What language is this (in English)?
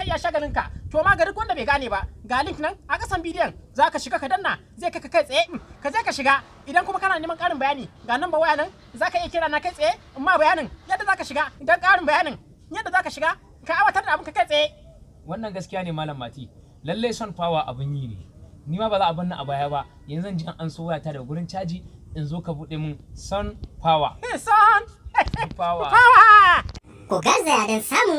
Hausa